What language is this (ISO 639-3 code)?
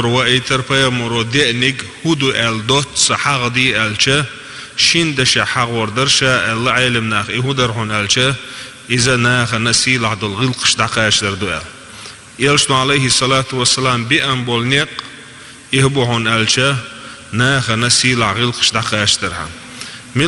che